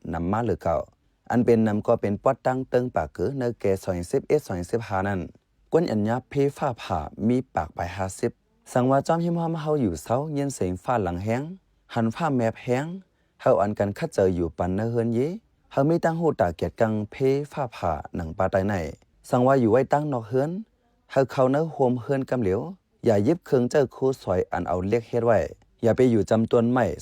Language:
Shan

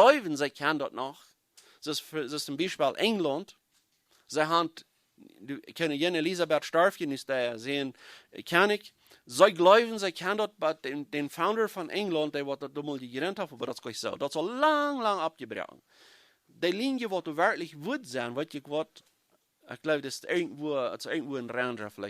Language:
Plautdietsch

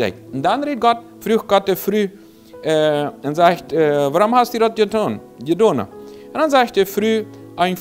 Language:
Plautdietsch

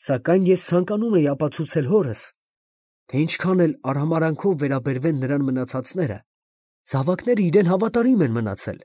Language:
Armenian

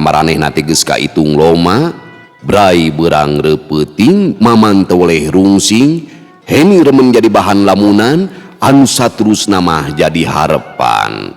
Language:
Sundanese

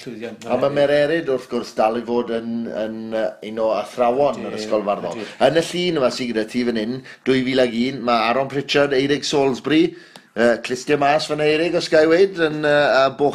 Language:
Welsh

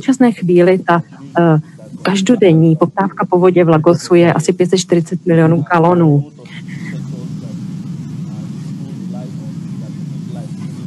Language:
Czech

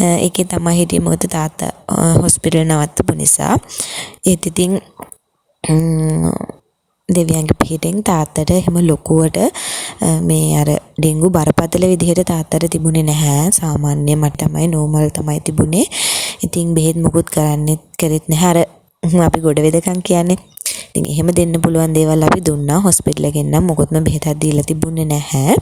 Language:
Sinhala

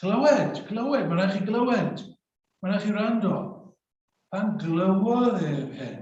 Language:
Welsh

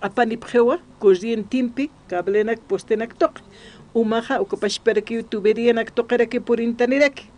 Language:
Aymara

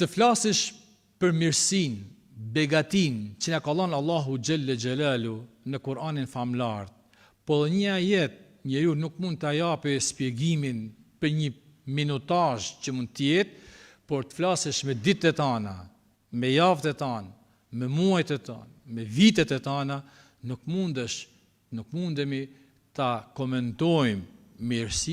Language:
Albanian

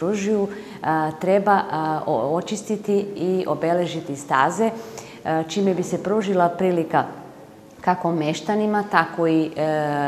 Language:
Serbian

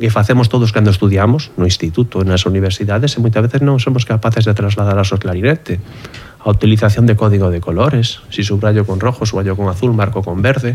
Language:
Galician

